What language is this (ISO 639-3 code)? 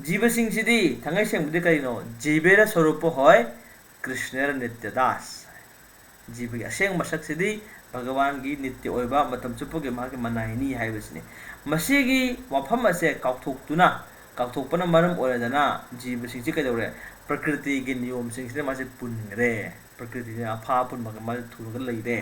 mni